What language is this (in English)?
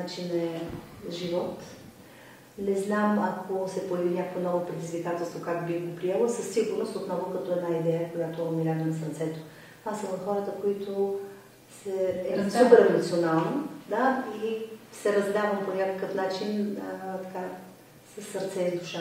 Bulgarian